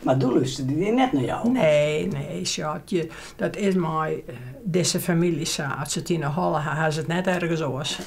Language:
Western Frisian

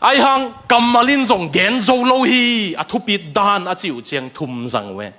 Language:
Tedim Chin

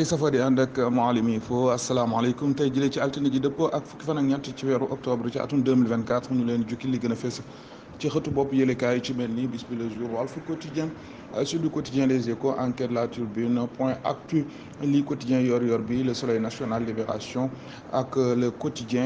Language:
Wolof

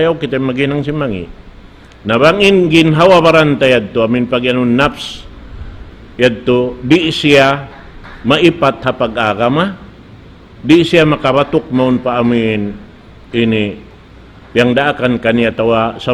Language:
Tausug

